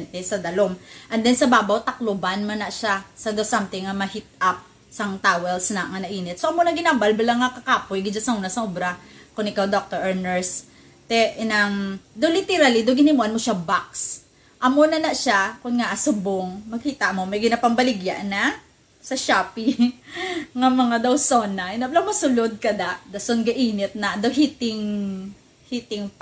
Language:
Hiligaynon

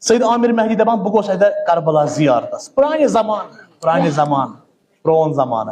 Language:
Kashmiri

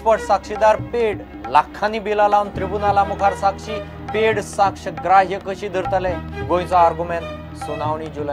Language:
Konkani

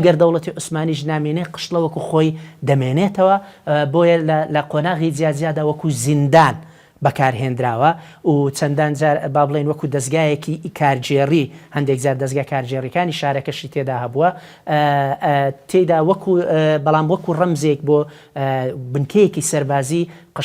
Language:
Central Kurdish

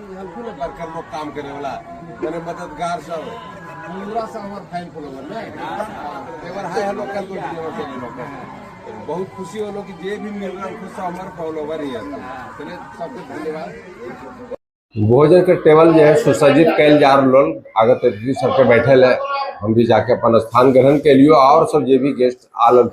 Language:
Magahi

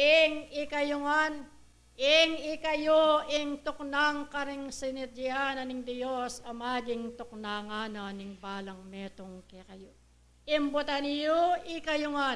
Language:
Pampanga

